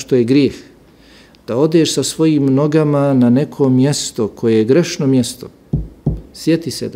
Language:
Bosnian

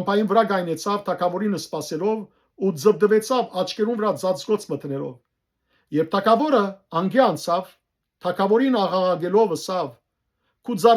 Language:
Western Armenian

